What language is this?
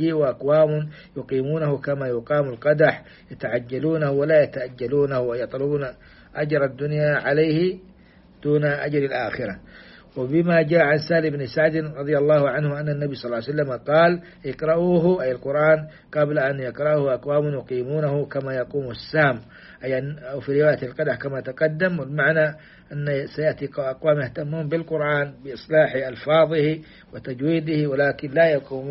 Arabic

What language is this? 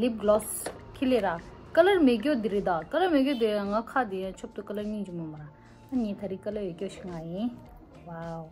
Tibetan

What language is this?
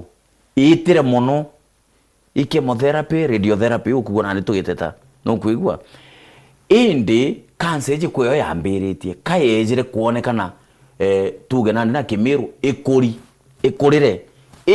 Meru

